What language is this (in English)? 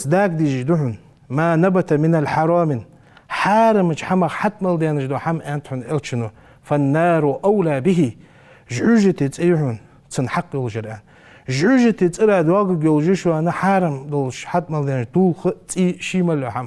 Ingush